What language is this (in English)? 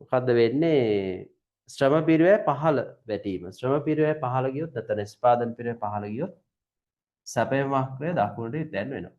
Sinhala